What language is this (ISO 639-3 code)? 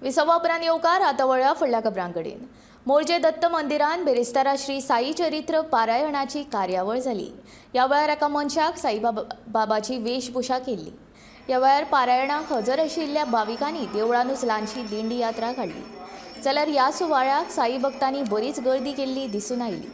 kok